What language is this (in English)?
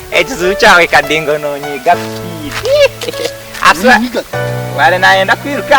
Nyankole